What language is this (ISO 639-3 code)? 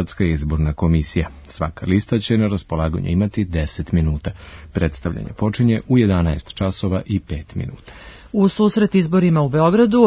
srp